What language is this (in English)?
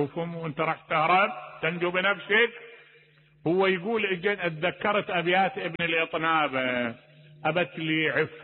Mesopotamian Arabic